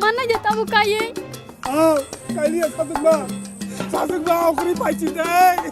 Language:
Kok Borok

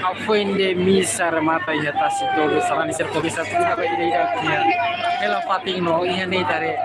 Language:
Tetum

